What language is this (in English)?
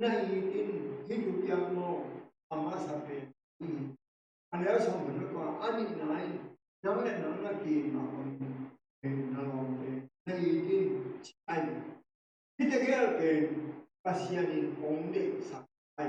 Tedim Chin